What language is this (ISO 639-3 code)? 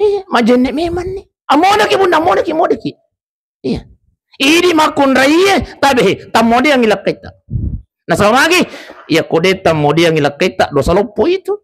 bug